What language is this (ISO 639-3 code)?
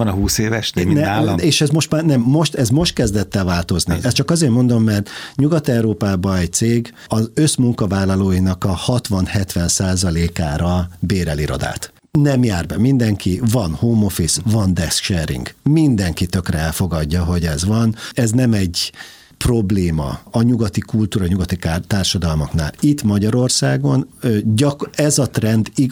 hun